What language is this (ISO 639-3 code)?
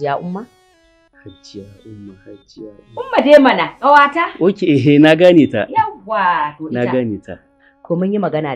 hau